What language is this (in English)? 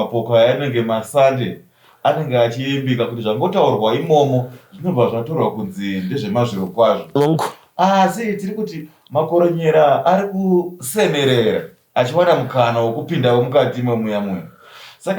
Shona